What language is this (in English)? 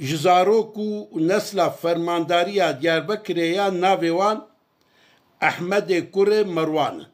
Kurdish